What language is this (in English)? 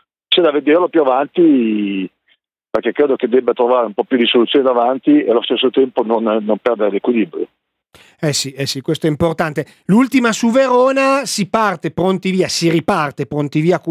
Italian